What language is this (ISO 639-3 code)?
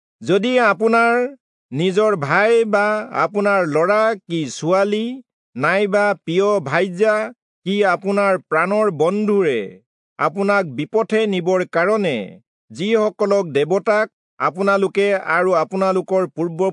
asm